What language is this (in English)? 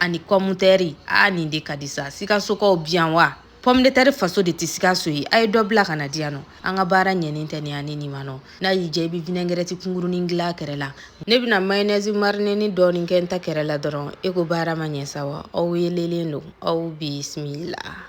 Bambara